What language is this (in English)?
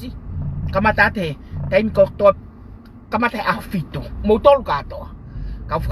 Tongan